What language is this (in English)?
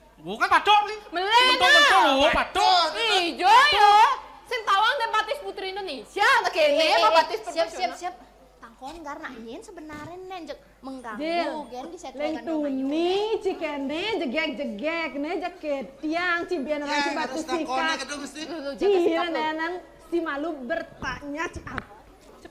Balinese